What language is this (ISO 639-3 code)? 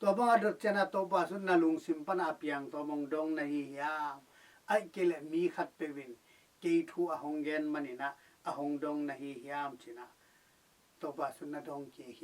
ctd